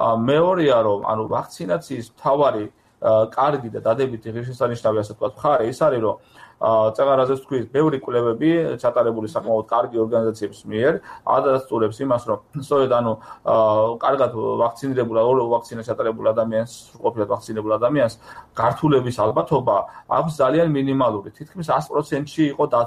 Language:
Georgian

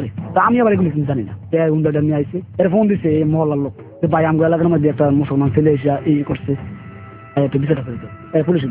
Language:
Bangla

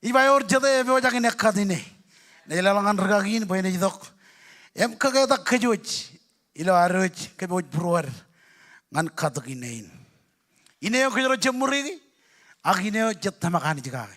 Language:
Marshallese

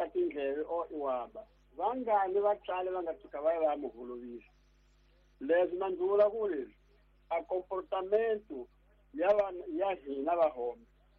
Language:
Tsonga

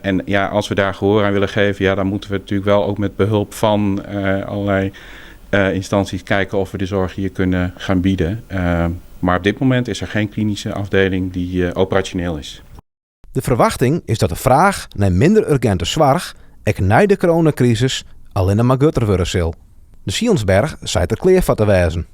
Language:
Western Frisian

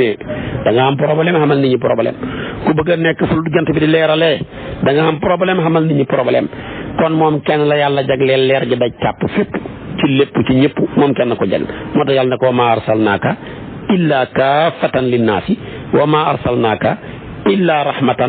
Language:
Wolof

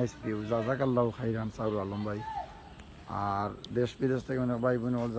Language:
Sylheti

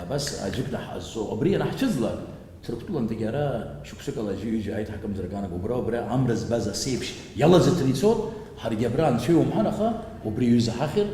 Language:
Abkhazian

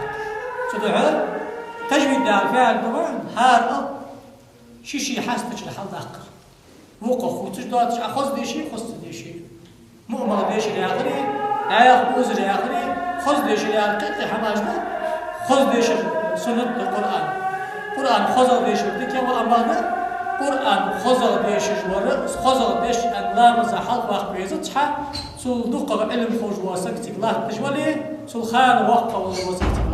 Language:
Ingush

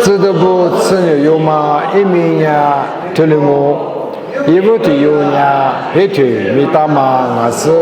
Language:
Lisu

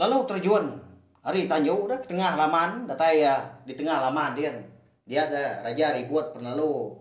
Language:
Iban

